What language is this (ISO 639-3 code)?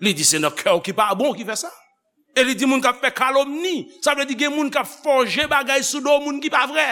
hat